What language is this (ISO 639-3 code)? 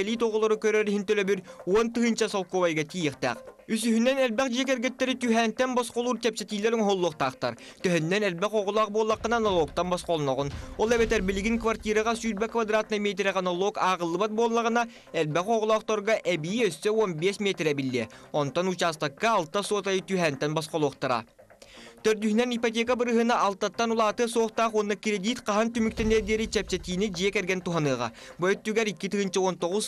sah